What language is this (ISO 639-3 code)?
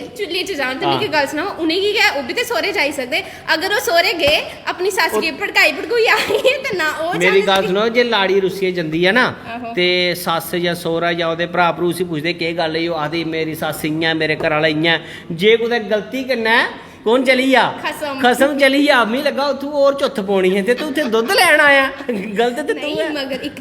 doi